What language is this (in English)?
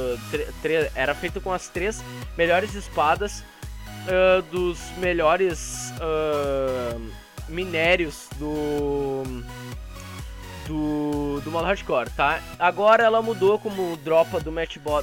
Portuguese